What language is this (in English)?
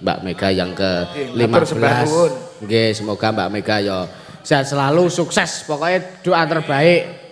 Javanese